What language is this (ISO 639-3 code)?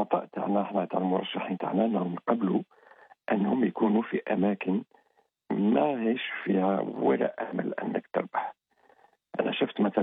arq